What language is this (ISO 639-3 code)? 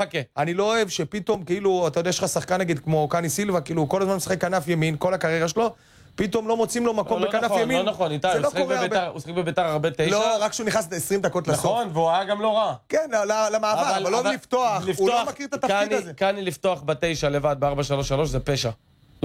heb